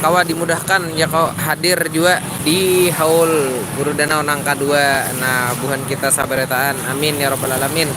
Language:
Banjar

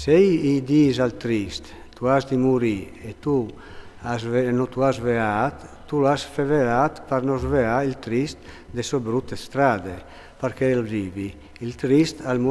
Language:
Friulian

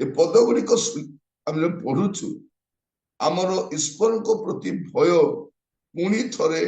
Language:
Odia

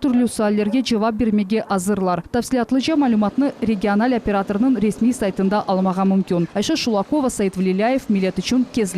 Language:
Crimean Tatar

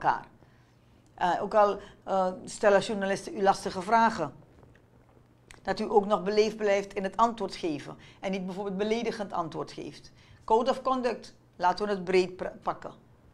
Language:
Dutch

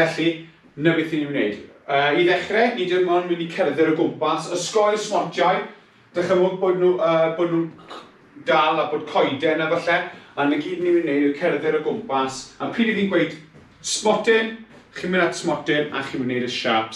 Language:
Welsh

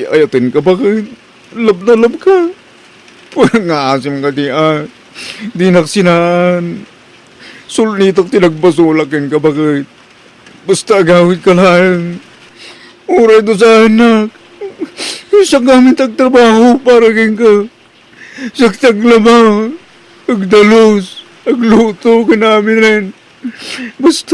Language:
Iloko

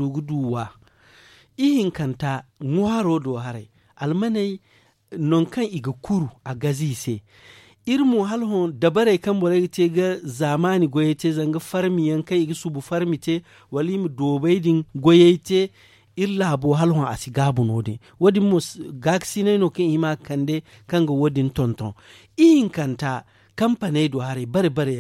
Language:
Zarma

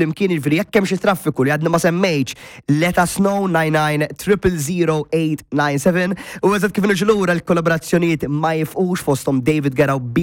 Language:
Maltese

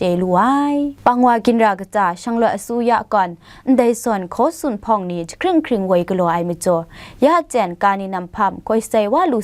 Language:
Kachin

